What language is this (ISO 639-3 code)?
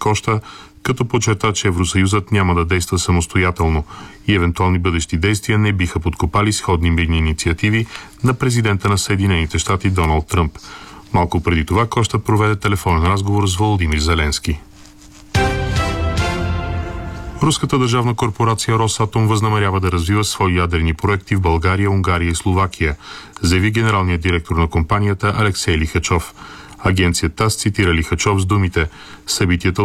bul